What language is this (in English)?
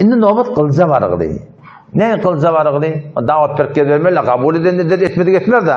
Turkmen